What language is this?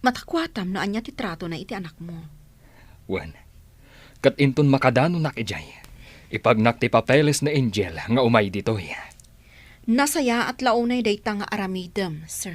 Iloko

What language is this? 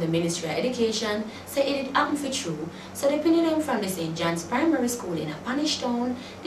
Jamaican Creole English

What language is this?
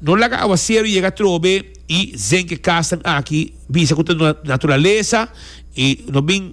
Papiamento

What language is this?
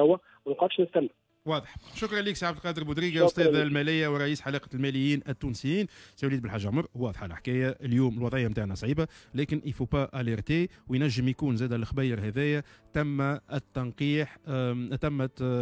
Tunisian Arabic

